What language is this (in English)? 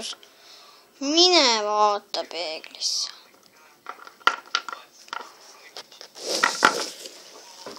Estonian